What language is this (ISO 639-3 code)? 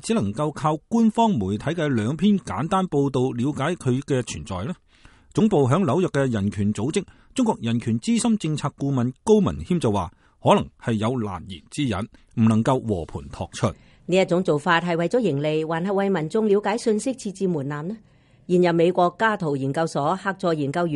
yue